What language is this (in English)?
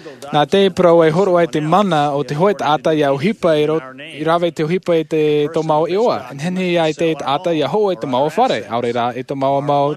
Tahitian